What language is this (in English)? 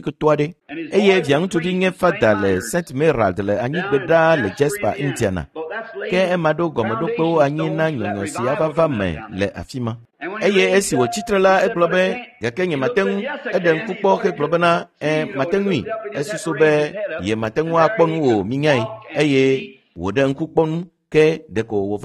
Ewe